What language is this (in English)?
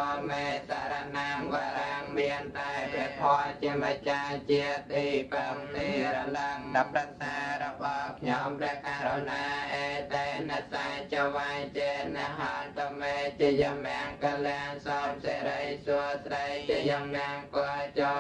Khmer